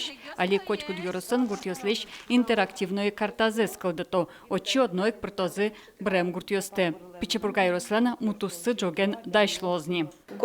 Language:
Udmurt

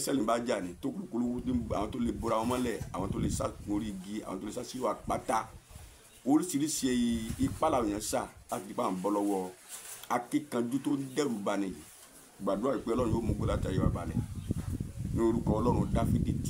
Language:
Yoruba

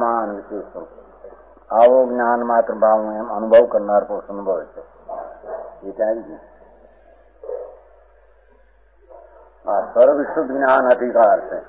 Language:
Gujarati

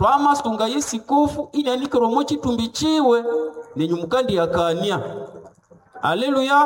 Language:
Nande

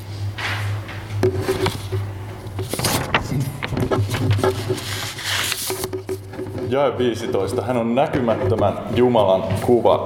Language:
Finnish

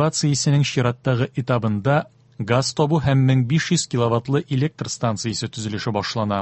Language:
Tatar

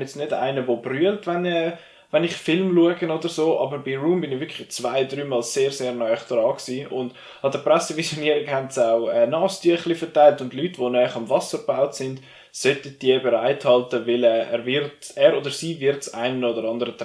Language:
Swiss German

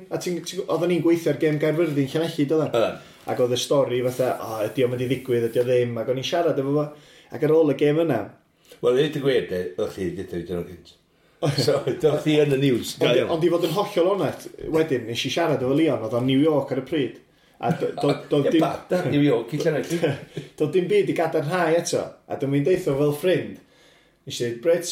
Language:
Welsh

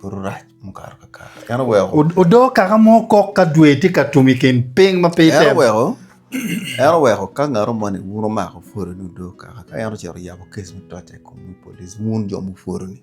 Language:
Acoli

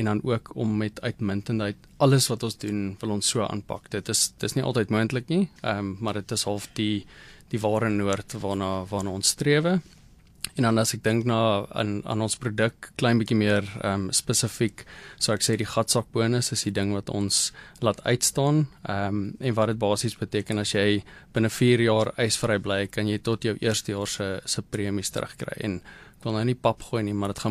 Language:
Afrikaans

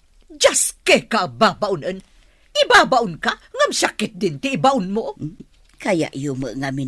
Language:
Iloko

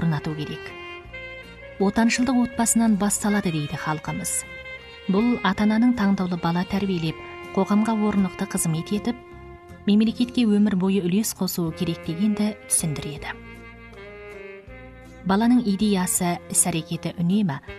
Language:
Kazakh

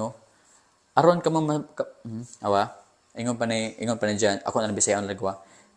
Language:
Cebuano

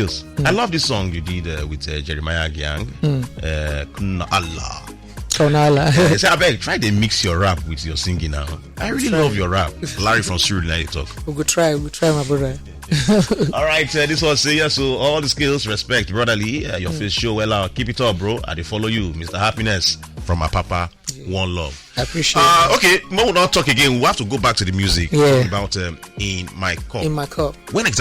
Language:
Nigerian Pidgin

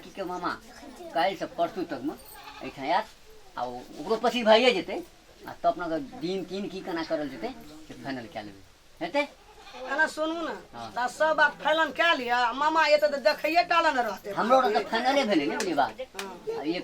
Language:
Maithili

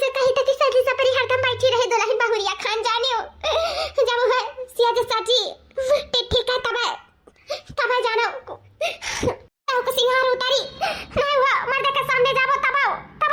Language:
Awadhi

